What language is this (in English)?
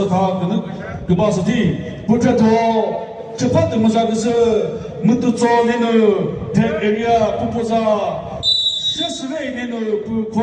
Chokri Naga